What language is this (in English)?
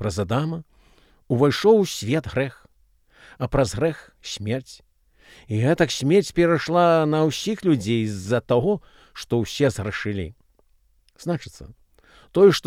Belarusian